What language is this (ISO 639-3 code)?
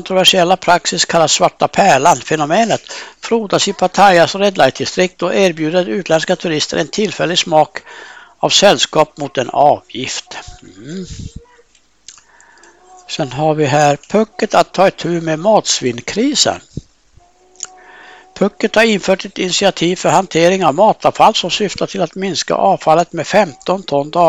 swe